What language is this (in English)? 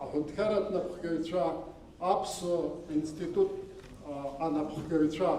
Abkhazian